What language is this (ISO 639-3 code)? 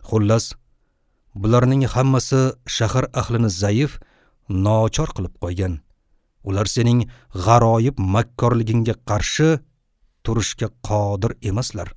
uzb